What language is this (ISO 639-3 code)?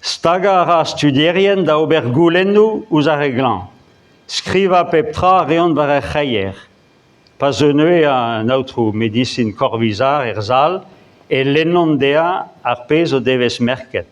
bre